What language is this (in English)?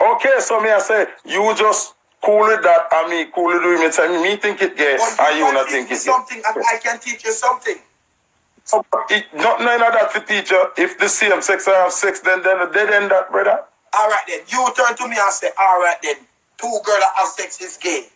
Jamaican Creole English